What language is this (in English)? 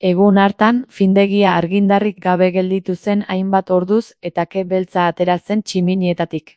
Basque